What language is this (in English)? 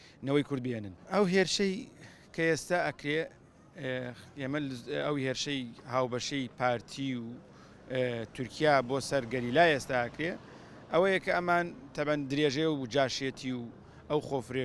Central Kurdish